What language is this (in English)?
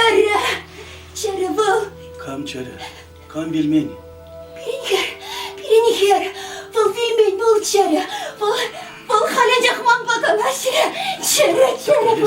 Chuvash